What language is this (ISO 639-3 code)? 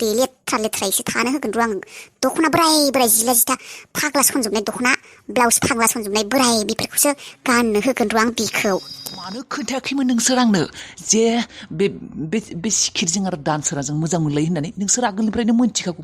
brx